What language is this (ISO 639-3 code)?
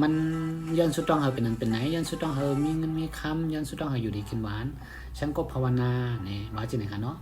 shn